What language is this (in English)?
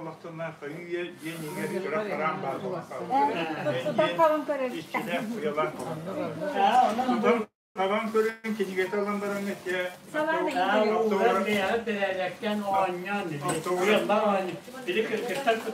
Yakut